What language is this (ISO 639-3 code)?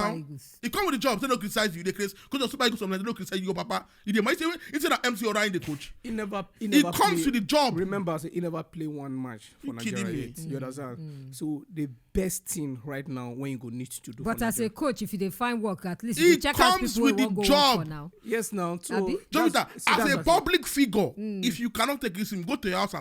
pcm